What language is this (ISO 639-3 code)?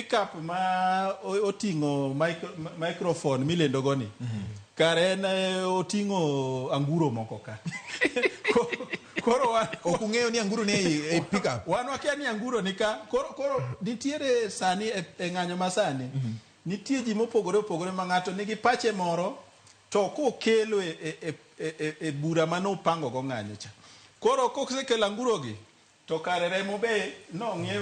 luo